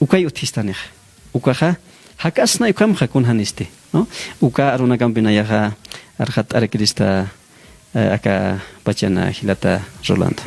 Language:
Aymara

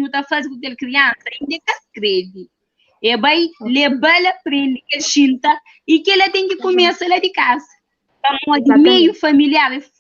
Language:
Kabuverdianu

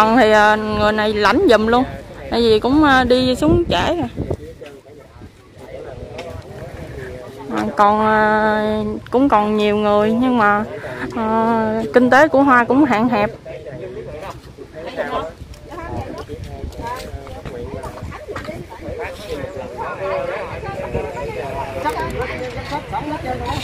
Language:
Vietnamese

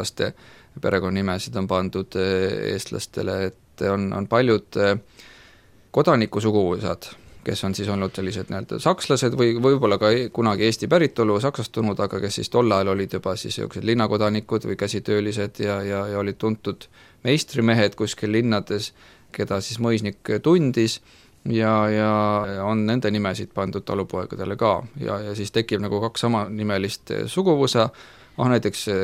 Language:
Estonian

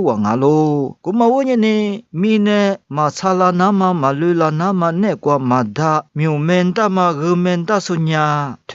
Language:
Lisu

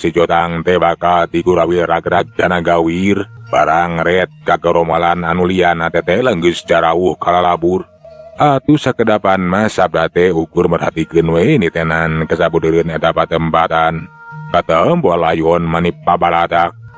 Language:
Sundanese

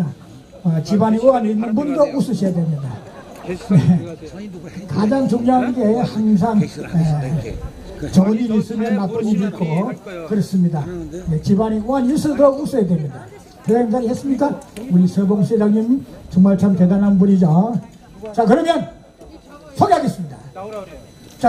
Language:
Korean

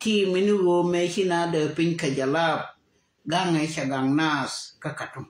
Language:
Nuer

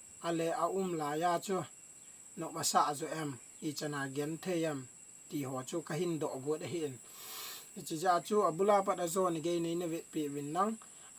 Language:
Thado Chin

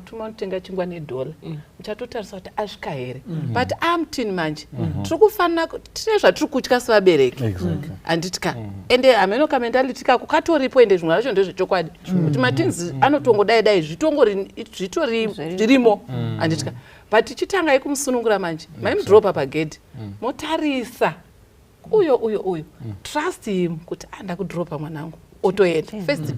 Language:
Shona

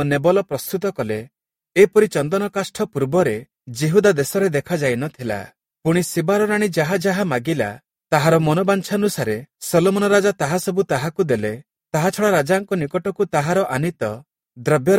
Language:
Odia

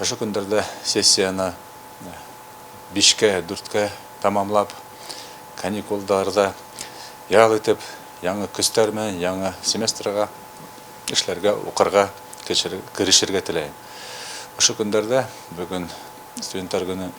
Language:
Bashkir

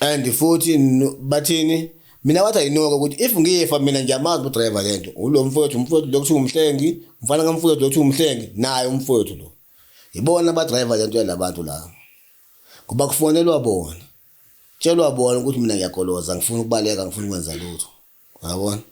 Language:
Zulu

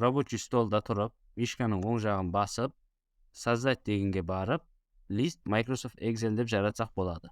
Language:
Kara-Kalpak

